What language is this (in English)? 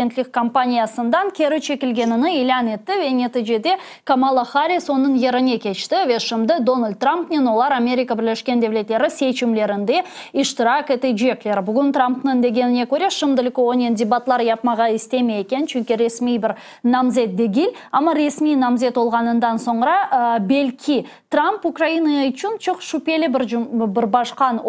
Crimean Tatar